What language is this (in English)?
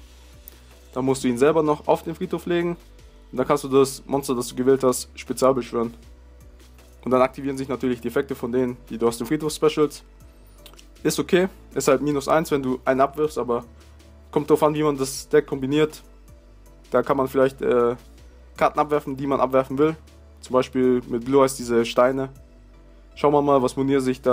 German